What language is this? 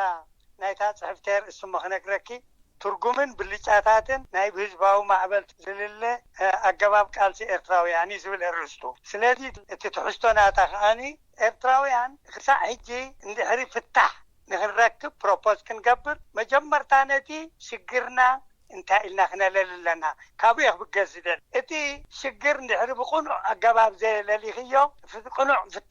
Tigrinya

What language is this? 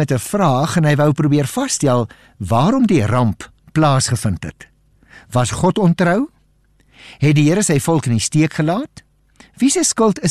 Afrikaans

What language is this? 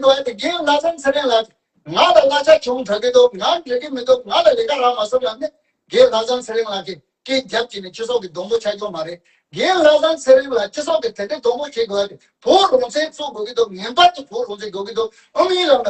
Tibetan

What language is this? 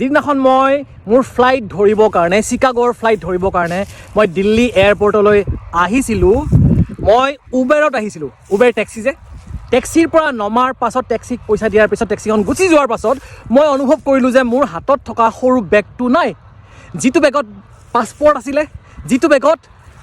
Assamese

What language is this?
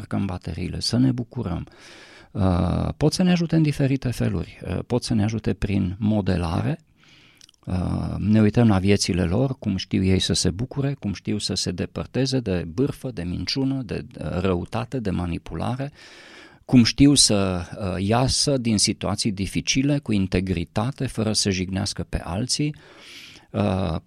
Romanian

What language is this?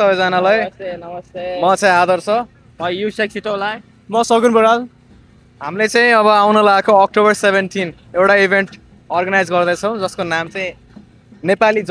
Nepali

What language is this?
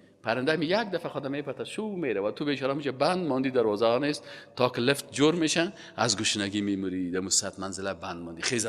Persian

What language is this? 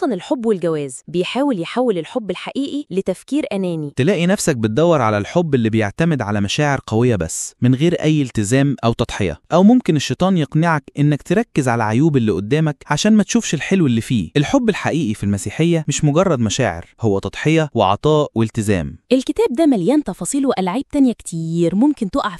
Egyptian Arabic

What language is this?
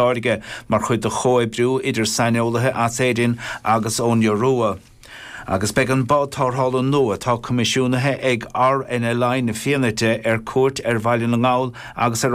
Irish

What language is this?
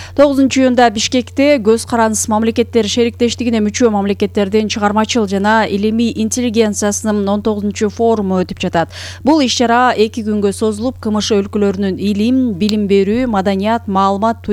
Kyrgyz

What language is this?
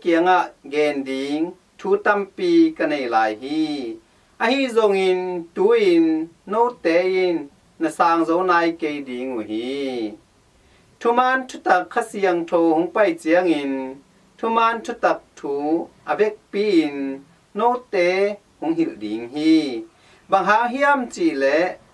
Tedim Chin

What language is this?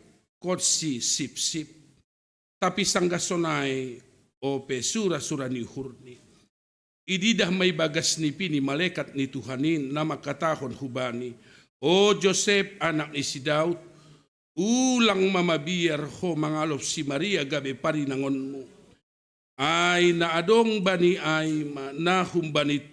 Batak Simalungun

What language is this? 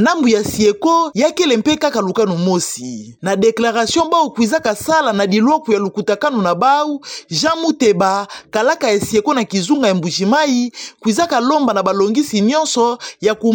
Kituba (Democratic Republic of Congo)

